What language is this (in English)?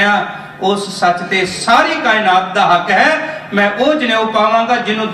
Punjabi